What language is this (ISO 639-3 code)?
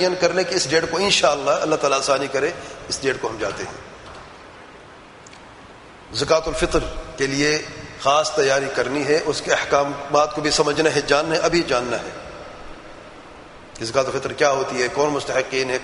urd